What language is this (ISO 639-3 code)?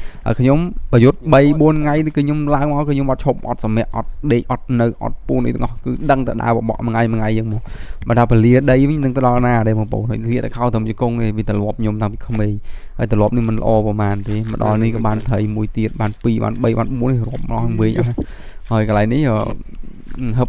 khm